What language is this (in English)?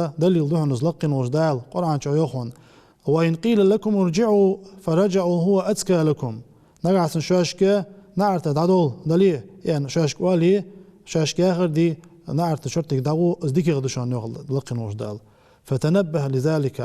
Ingush